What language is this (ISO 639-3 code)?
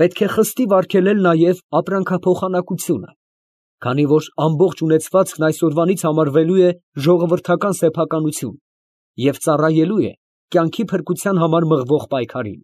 hye